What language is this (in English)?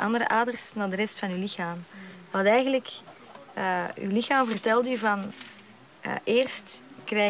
Dutch